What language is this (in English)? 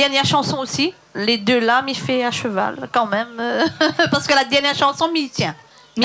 Réunion Creole French